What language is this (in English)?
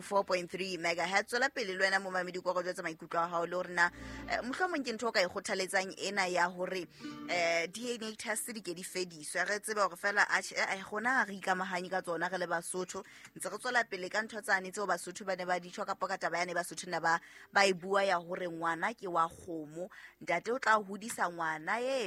Southern Sotho